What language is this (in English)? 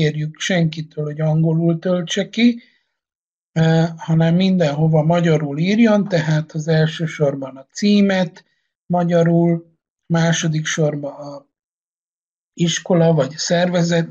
Hungarian